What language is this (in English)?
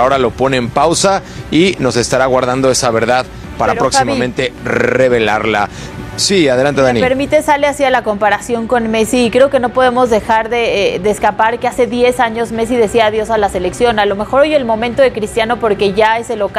Spanish